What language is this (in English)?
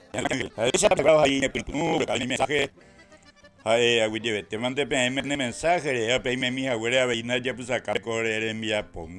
Guarani